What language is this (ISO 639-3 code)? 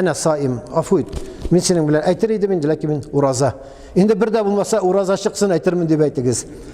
tat